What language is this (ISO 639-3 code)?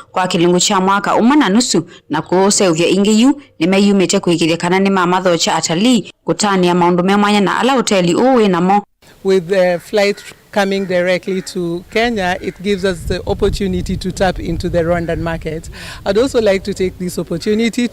kam